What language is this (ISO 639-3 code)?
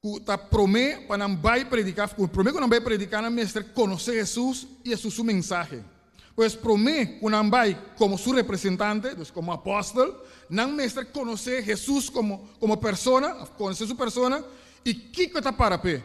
pap